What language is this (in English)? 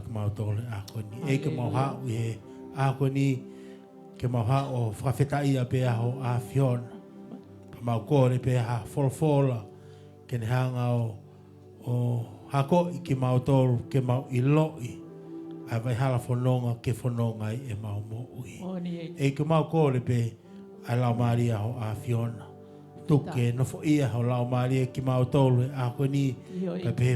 Tongan